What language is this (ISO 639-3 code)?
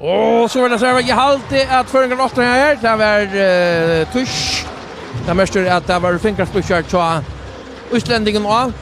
fao